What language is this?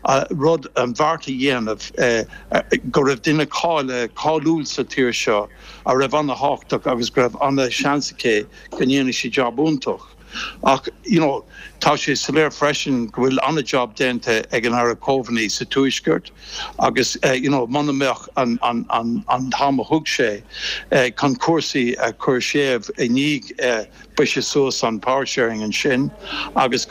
Irish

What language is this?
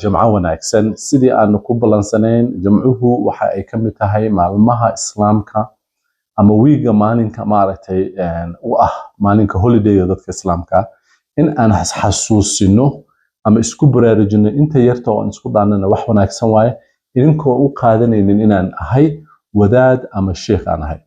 Somali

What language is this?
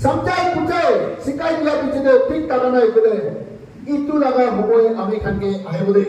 Naga Pidgin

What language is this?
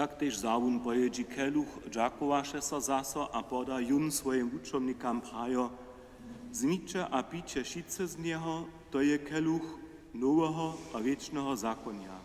Upper Sorbian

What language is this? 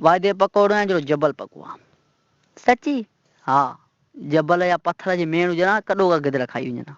Sindhi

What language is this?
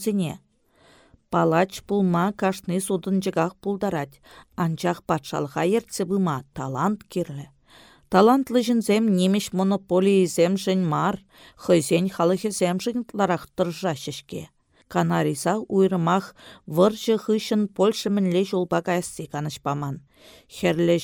Chuvash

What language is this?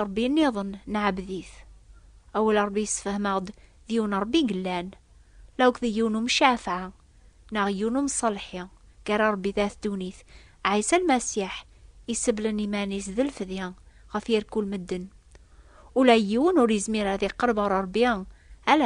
Kabyle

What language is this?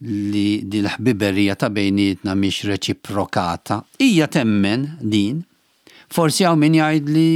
Maltese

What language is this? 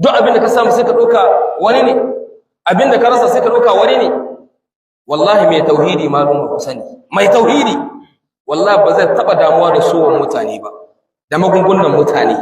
Hausa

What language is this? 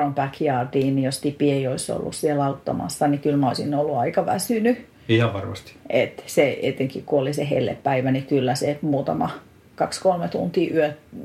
Finnish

